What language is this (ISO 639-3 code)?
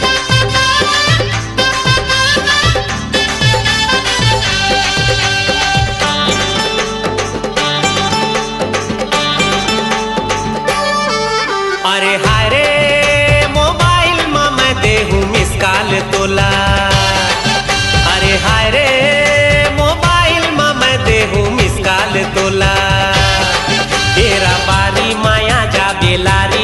hne